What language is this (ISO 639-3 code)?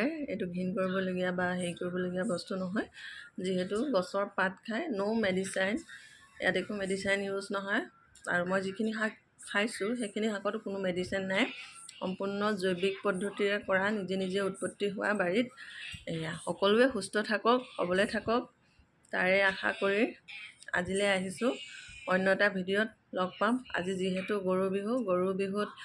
asm